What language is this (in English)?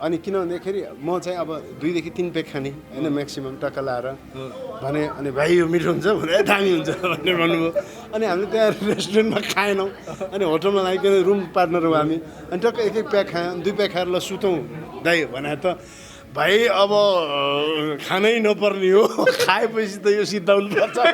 Nepali